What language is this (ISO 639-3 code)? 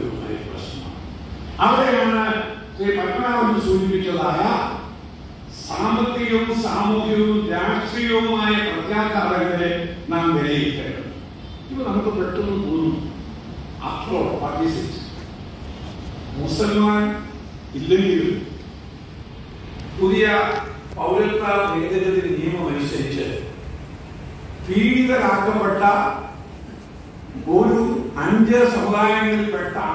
mal